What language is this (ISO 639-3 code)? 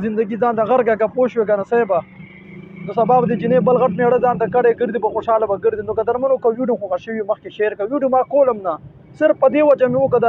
pus